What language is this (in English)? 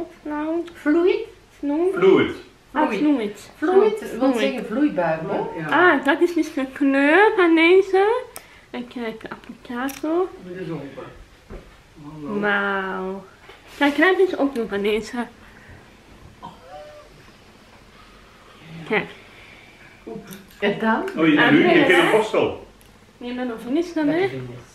Dutch